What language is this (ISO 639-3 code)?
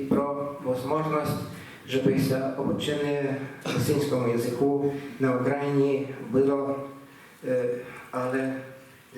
rue